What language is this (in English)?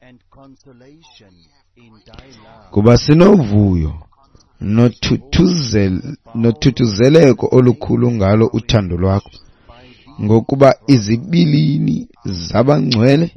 Xhosa